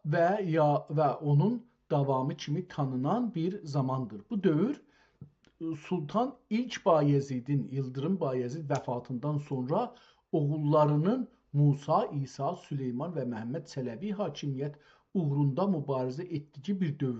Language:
South Azerbaijani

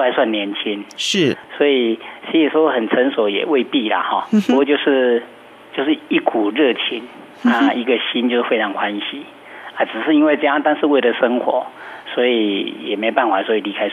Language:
Chinese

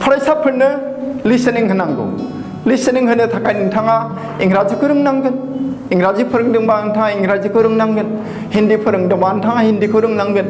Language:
Bodo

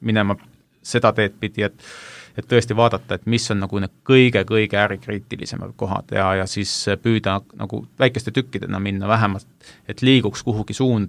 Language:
Estonian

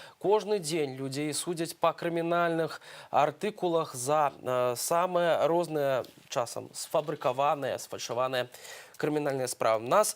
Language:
Belarusian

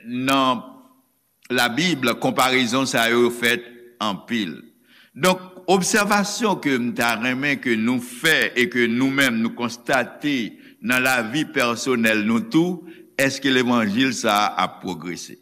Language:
Haitian Creole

